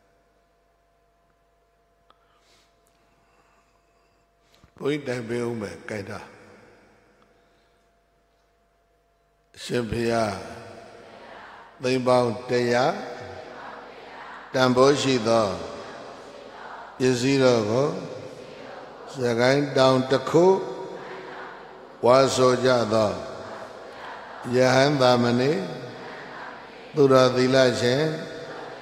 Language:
Burmese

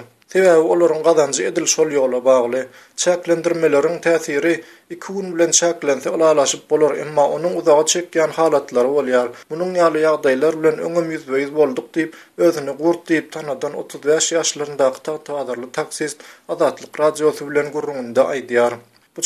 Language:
Turkmen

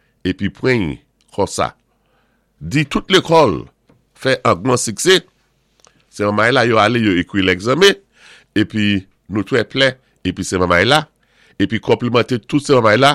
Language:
Saint Lucian Creole French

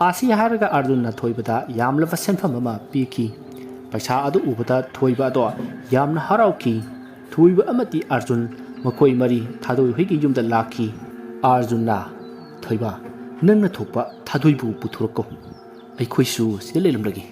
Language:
Manipuri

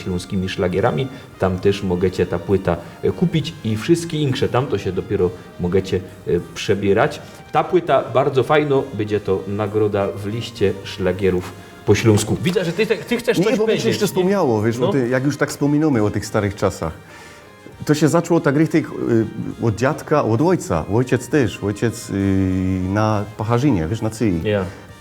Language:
Silesian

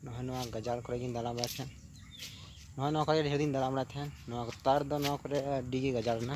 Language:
Santali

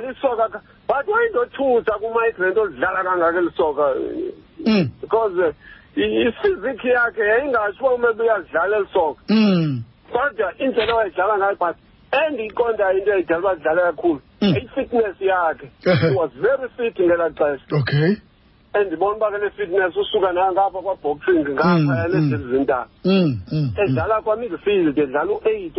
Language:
Xhosa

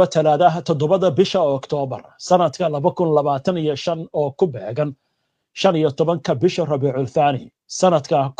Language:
Somali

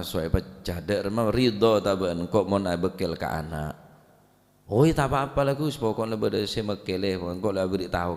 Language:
Madurese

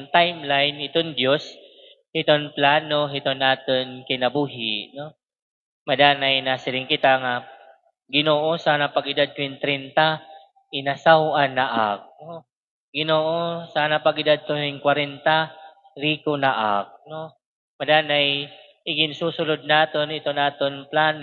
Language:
Waray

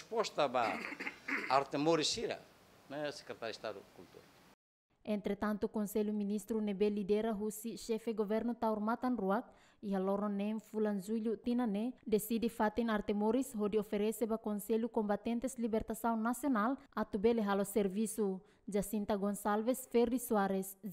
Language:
Tetum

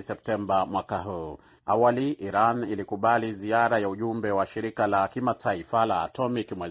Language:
Swahili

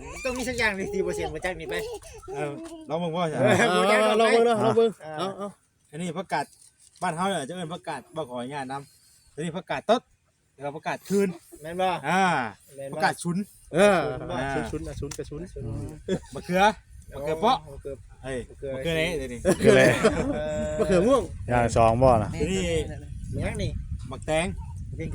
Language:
Northeastern Thai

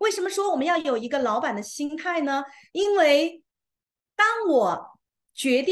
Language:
Chinese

